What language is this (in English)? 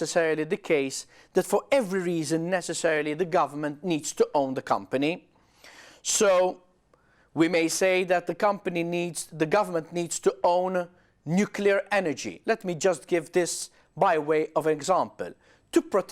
English